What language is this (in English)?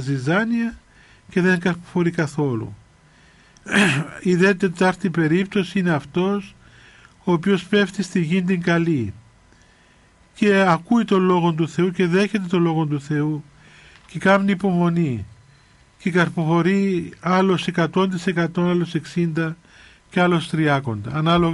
Greek